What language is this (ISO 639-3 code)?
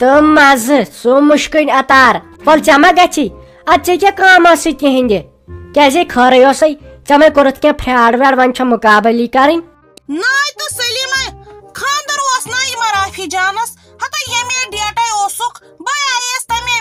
kas